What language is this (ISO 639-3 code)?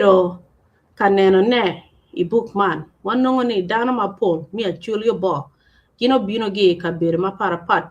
ach